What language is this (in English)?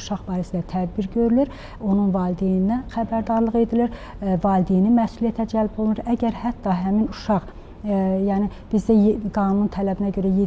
Azerbaijani